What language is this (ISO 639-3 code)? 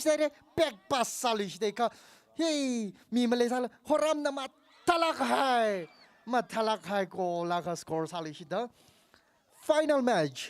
nmf